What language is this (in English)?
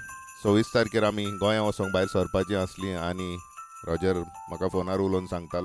Konkani